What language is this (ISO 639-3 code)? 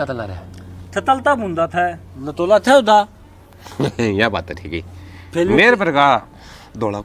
bgc